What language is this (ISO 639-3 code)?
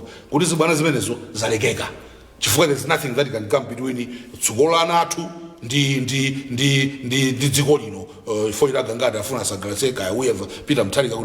nya